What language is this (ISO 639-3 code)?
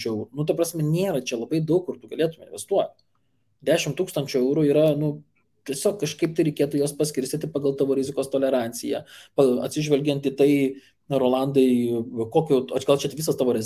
lit